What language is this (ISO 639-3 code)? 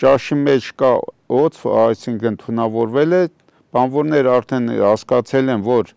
hye